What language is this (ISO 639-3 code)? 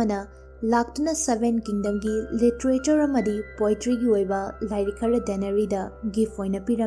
mni